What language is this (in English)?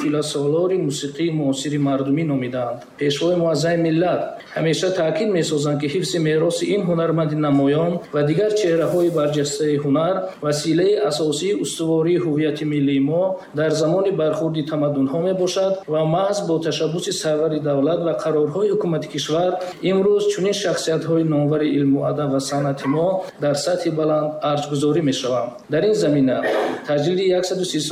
Tajik